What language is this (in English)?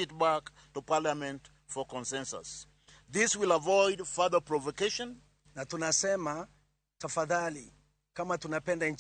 Luo (Kenya and Tanzania)